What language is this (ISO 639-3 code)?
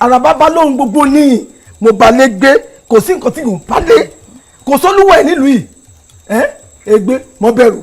yor